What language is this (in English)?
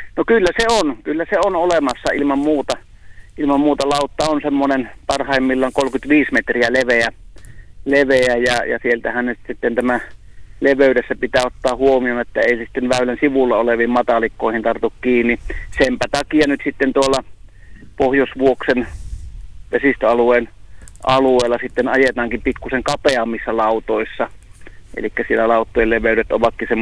Finnish